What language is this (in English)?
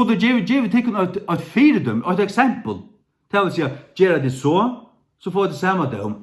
Faroese